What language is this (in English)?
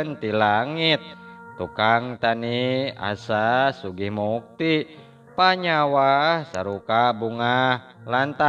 Sundanese